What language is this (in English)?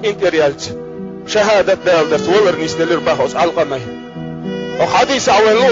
Chechen